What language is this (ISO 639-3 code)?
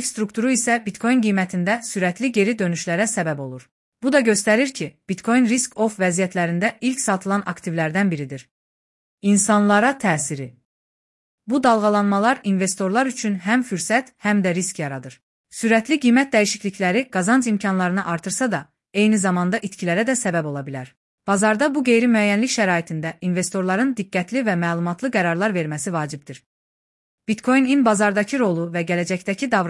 aze